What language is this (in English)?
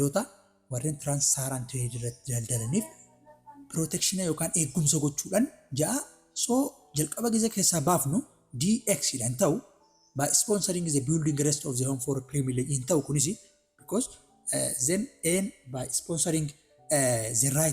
Oromo